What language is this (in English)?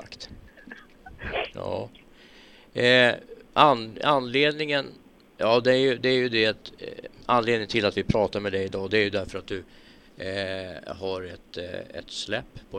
Swedish